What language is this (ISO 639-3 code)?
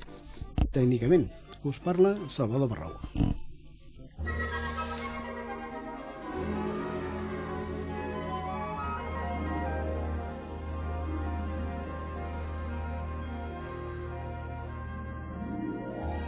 cat